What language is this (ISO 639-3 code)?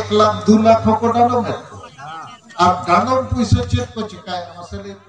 sat